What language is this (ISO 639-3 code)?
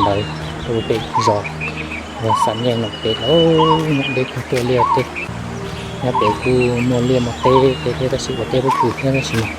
hmn